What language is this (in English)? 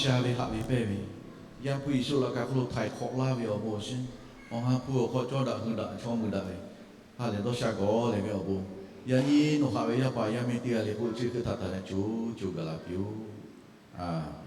Lahu